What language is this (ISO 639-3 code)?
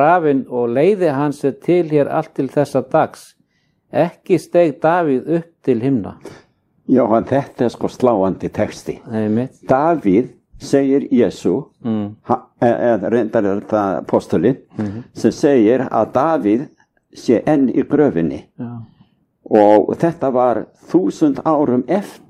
isl